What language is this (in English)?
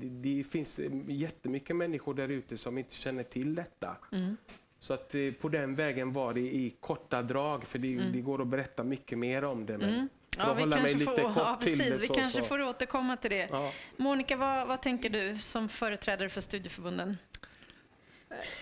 Swedish